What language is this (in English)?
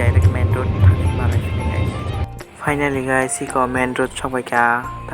Kok Borok